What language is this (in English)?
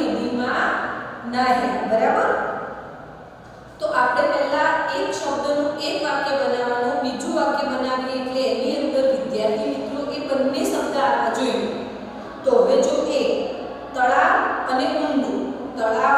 Gujarati